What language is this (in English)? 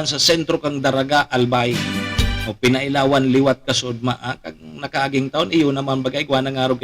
Bikol